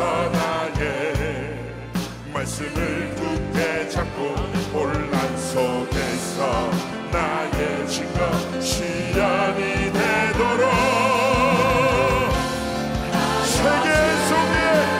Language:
Korean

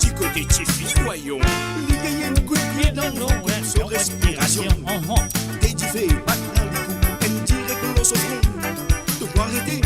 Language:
Morisyen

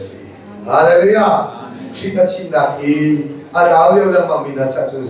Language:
Hakha Chin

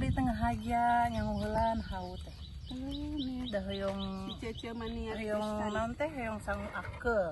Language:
Sundanese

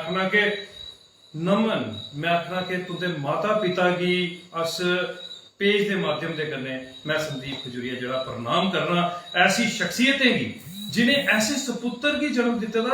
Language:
Dogri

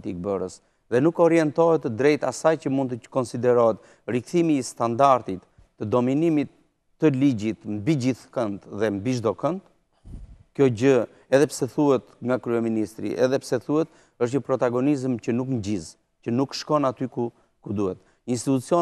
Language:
Albanian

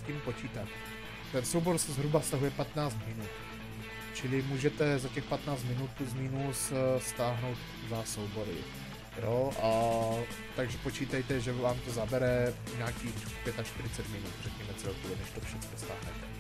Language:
Czech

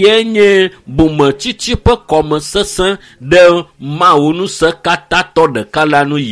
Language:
Ewe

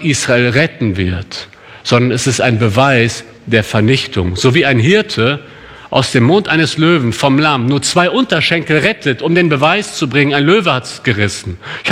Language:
German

